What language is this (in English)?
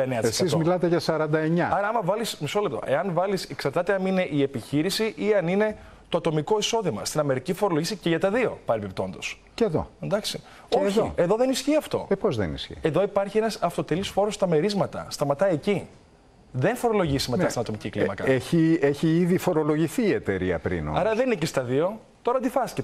Greek